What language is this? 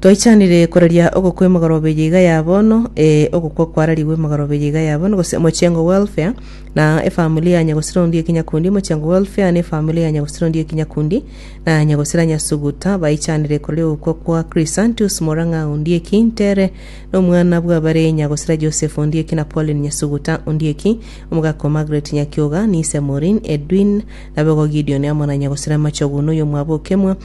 Gusii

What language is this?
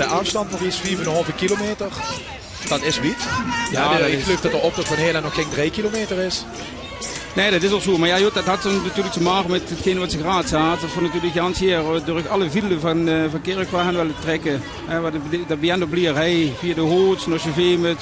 Limburgish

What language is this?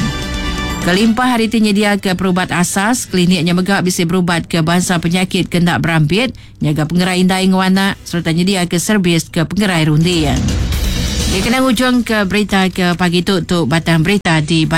Iban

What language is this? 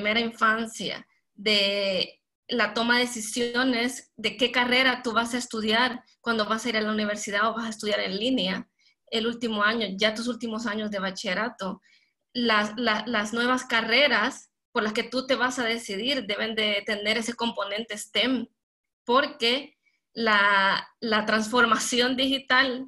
Spanish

